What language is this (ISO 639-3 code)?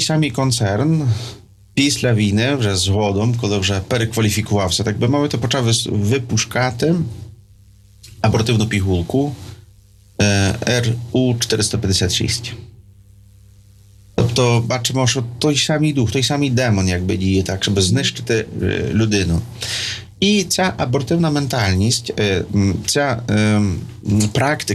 ukr